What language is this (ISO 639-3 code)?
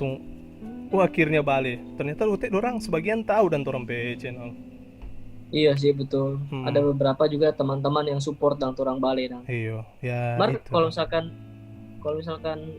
xmm